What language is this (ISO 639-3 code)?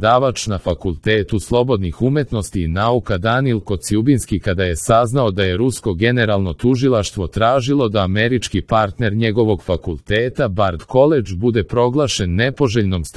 srp